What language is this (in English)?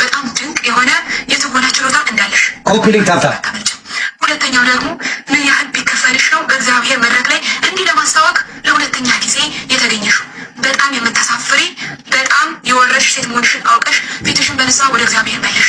Amharic